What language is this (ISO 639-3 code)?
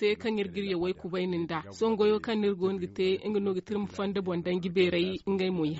dje